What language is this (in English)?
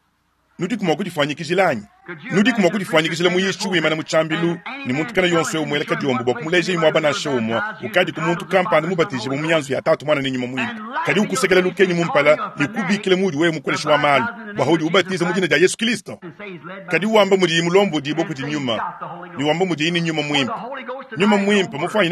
Luba-Lulua